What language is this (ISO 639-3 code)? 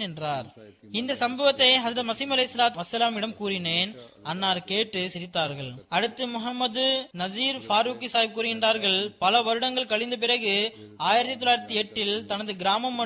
tam